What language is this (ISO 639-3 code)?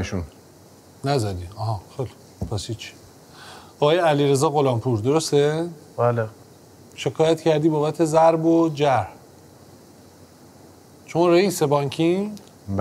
fas